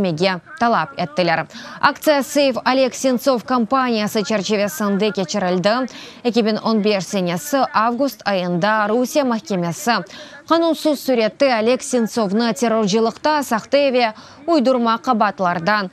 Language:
Crimean Tatar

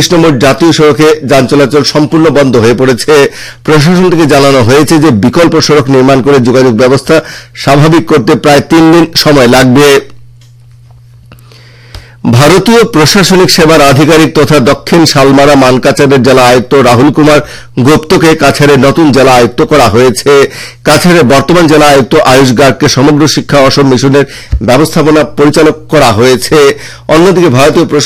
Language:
Bangla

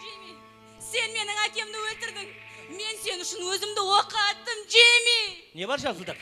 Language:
Kara-Kalpak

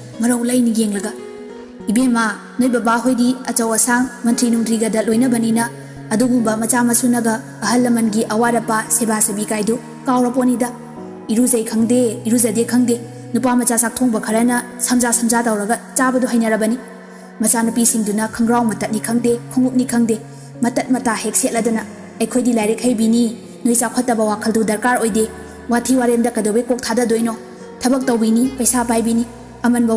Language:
Manipuri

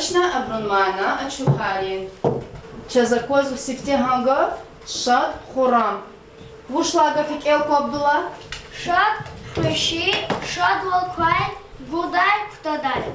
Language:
Lezghian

